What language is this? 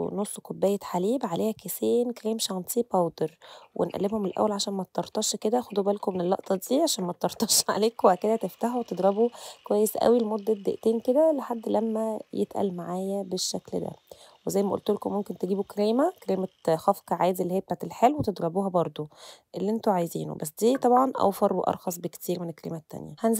Egyptian Arabic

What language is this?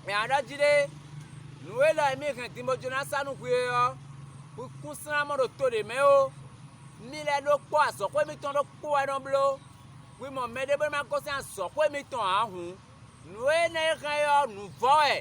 Fon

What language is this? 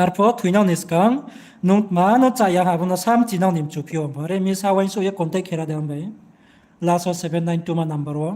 Riang (India)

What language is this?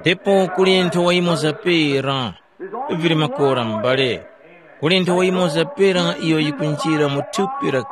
Tumbuka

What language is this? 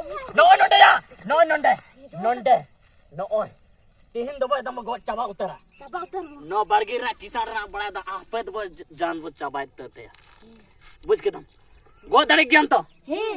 Santali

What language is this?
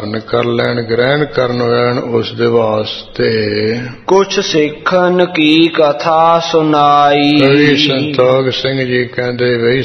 Punjabi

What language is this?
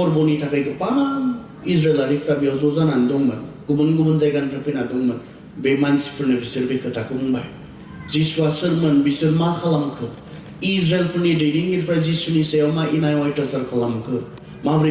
Bodo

